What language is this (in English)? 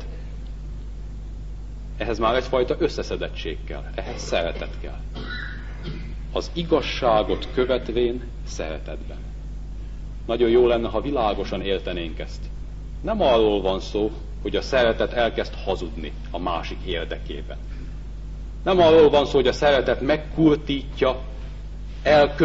Hungarian